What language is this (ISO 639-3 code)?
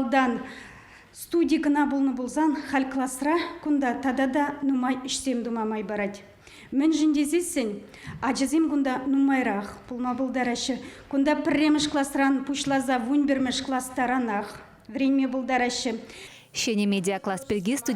chv